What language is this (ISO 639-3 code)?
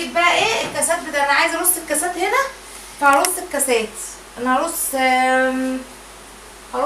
arz